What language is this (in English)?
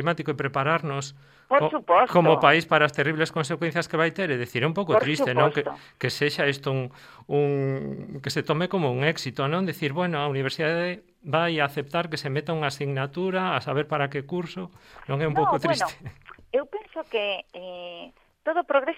Galician